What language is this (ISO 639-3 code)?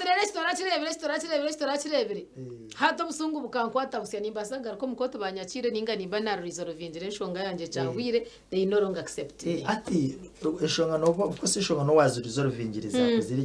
nyn